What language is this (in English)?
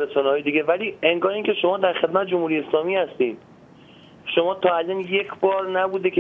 Persian